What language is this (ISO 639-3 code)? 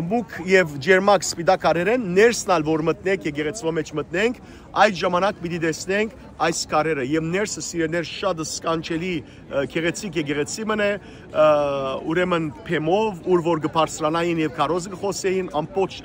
hyw